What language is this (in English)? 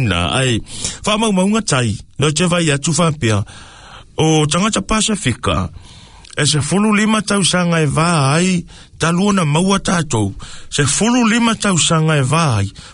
Samoan